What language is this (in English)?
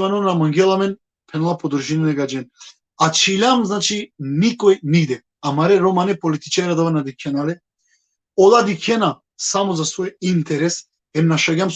Balkan Romani